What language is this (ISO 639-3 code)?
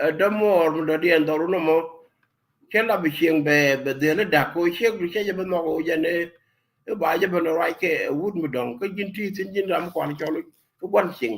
nus